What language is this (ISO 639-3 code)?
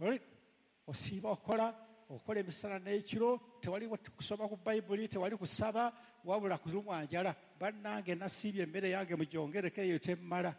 lug